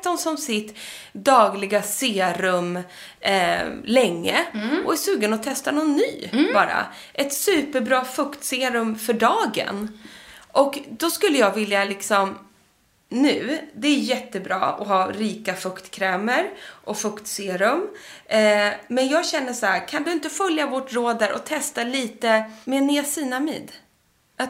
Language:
Swedish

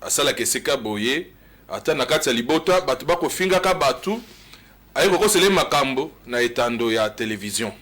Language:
Lingala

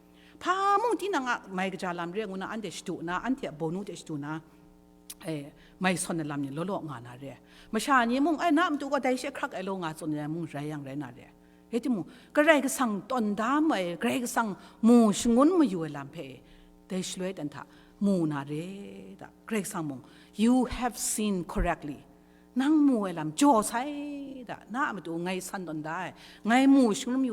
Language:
Kachin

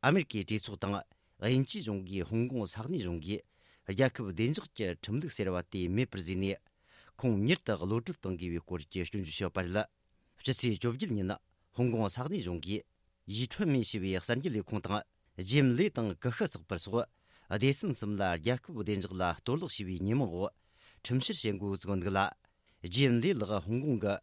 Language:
Tibetan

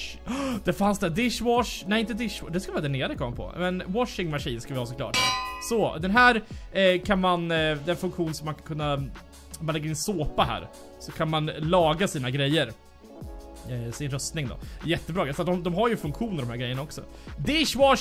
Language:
Swedish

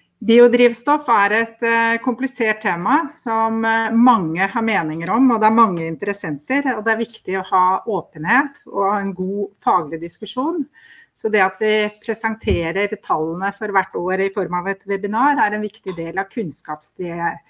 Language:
Norwegian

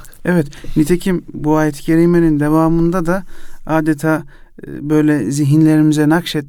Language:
Turkish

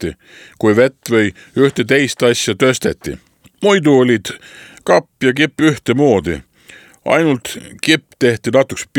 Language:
Estonian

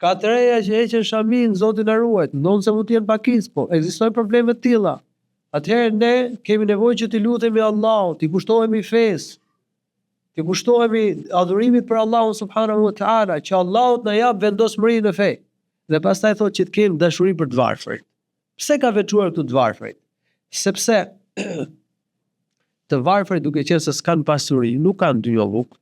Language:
Albanian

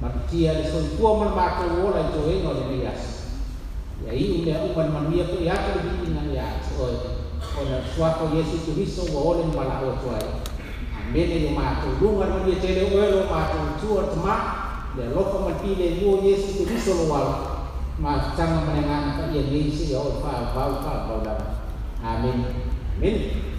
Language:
Samoan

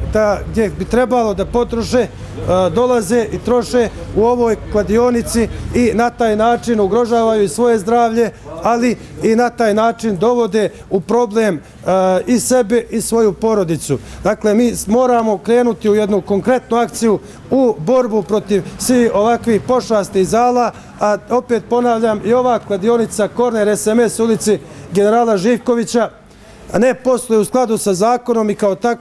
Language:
Bosnian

